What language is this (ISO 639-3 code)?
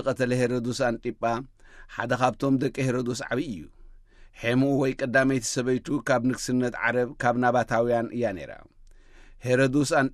tir